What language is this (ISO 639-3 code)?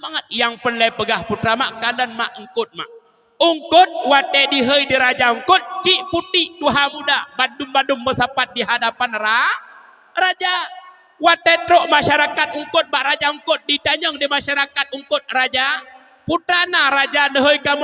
ace